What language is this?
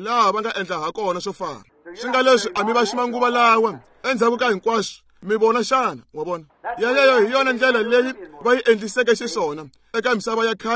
Tsonga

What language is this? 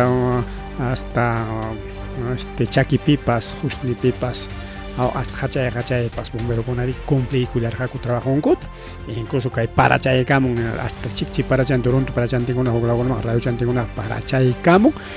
Ayacucho Quechua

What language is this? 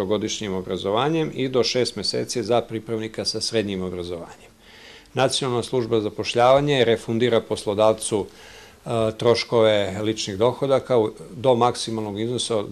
Serbian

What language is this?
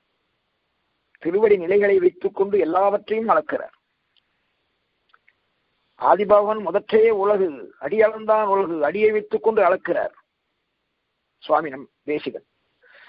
Tamil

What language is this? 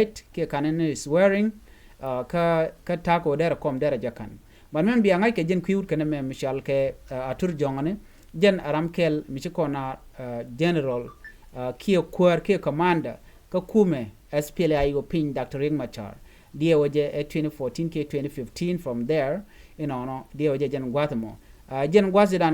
Nuer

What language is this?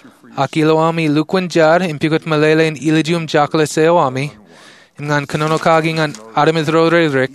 Marshallese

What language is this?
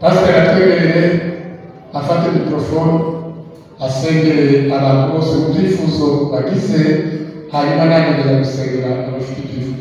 Kinyarwanda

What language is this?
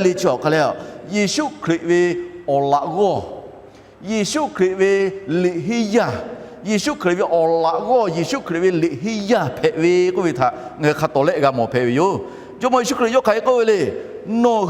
Lahu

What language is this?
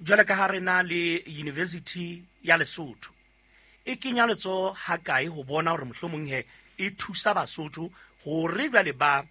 Southern Sotho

